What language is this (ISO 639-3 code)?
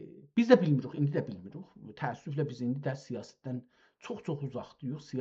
azb